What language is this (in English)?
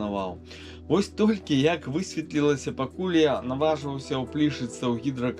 Belarusian